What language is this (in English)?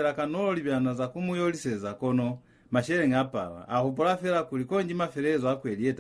Lozi